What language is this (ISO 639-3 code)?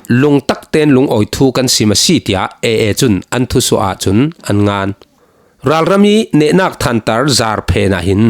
cfm